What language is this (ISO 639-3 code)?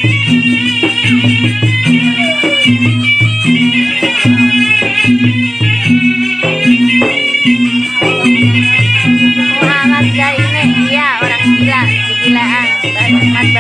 bjn